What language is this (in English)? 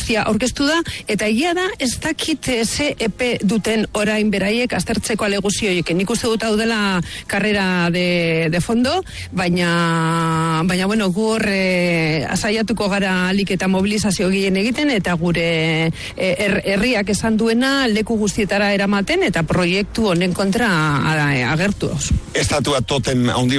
Basque